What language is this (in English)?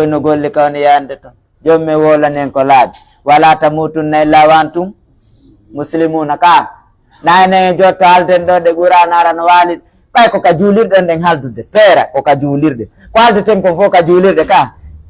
Fula